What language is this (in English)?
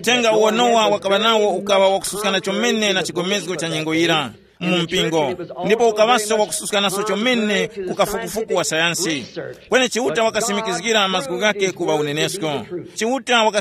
Tumbuka